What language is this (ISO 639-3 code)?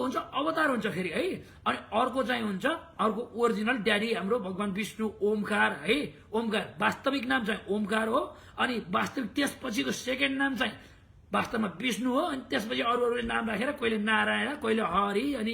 nep